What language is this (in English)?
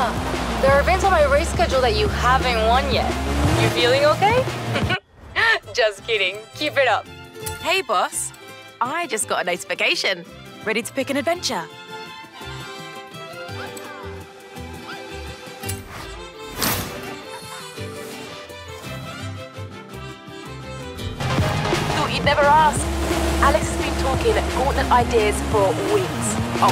English